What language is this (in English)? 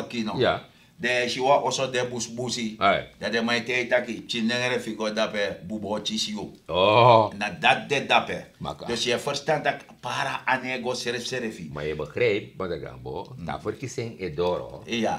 Sranan Tongo